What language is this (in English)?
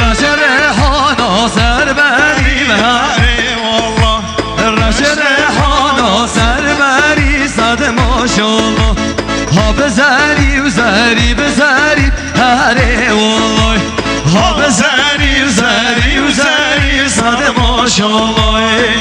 Kurdish